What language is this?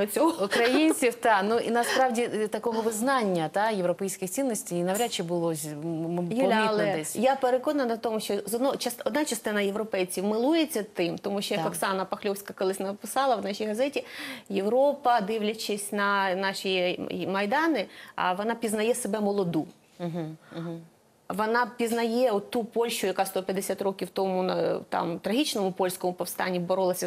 Ukrainian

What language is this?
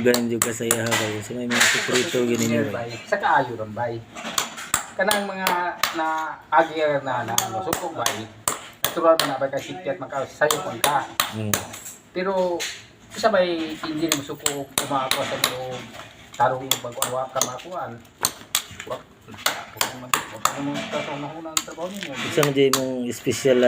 Cebuano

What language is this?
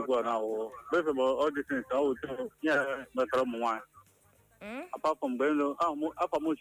Igbo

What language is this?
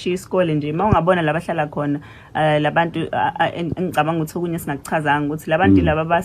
Zulu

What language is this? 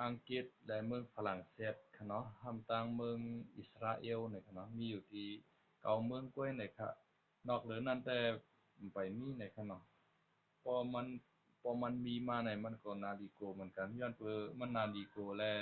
Shan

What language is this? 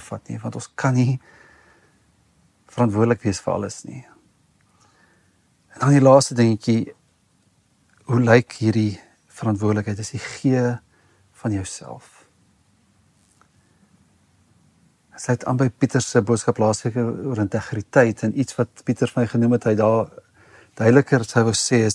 Afrikaans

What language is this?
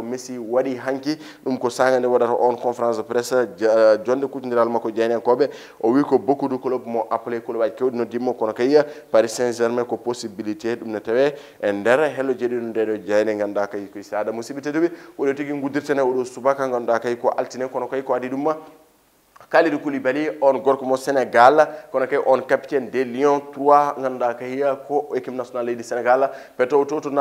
Fula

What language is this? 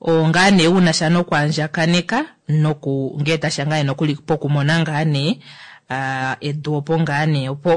Kuanyama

